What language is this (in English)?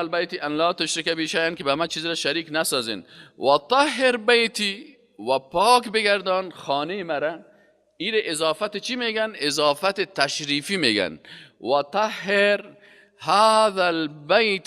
Persian